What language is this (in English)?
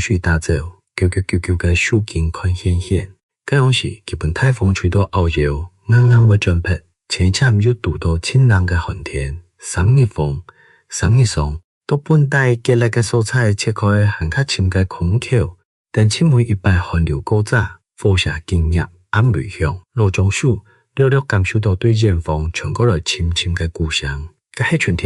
Hakka Chinese